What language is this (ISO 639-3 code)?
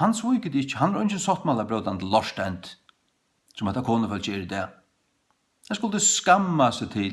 fao